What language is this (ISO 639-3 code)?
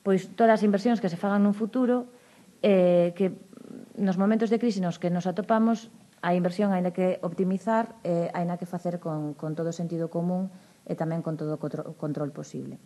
glg